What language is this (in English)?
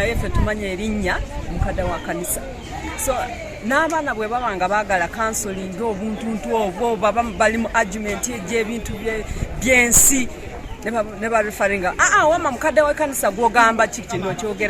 Ganda